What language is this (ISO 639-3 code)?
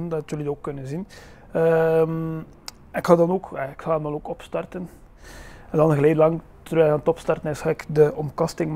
nld